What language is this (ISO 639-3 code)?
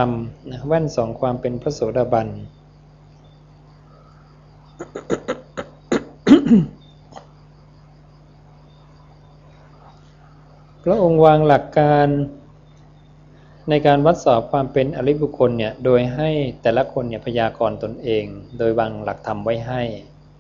tha